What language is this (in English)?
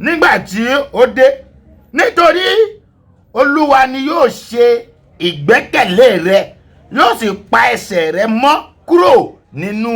Yoruba